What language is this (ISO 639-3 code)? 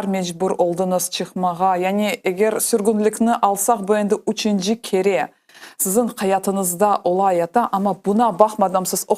crh